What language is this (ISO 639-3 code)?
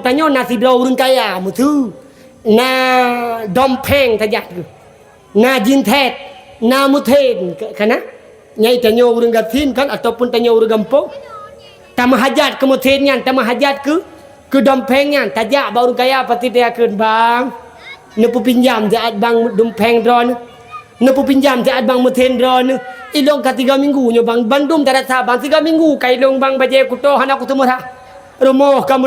ace